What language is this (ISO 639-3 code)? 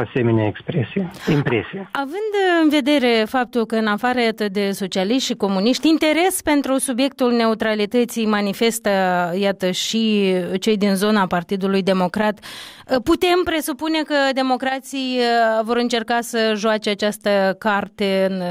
ron